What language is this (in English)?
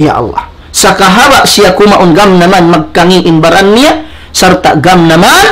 Tausug